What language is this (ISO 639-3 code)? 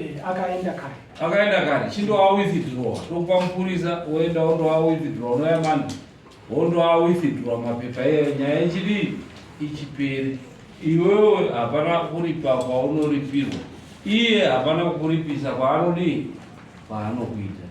sna